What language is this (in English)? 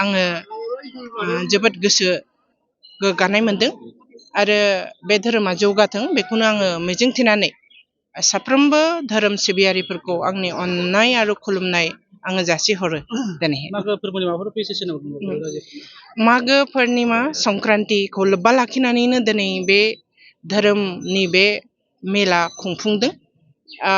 Bodo